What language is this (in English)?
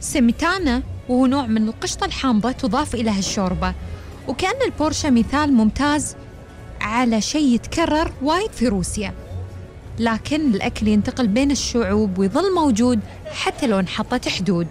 Gulf Arabic